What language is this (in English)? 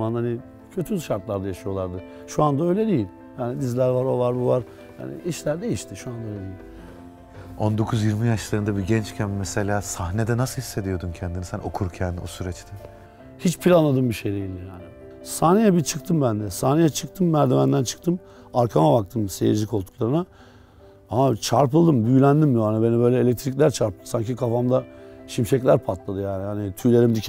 Turkish